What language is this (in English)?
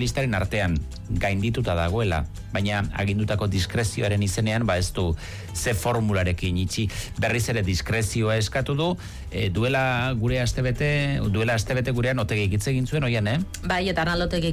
Basque